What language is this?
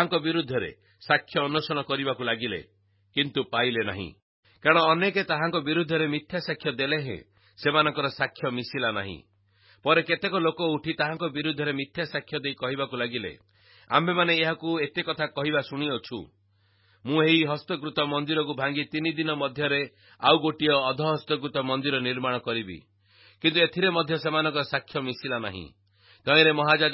Odia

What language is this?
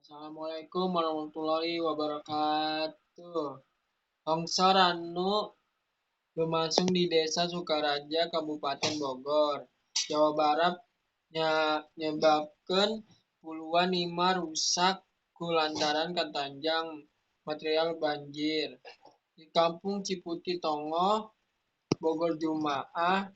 Sundanese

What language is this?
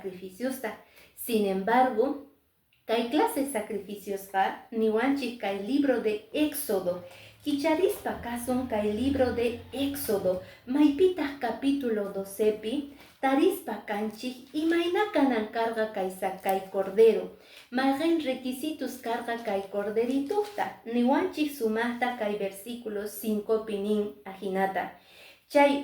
Quechua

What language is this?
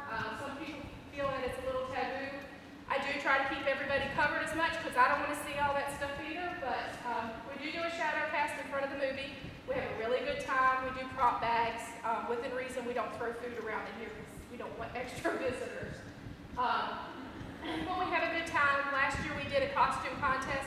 English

